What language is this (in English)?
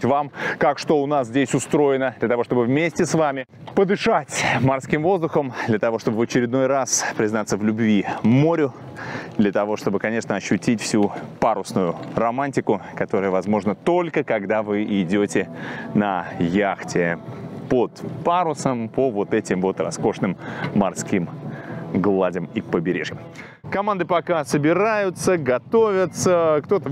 Russian